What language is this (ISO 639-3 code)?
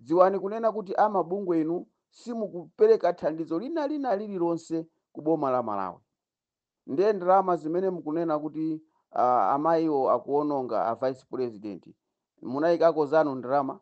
nya